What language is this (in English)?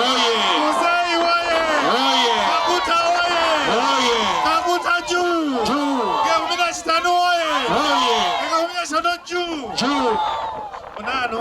Soga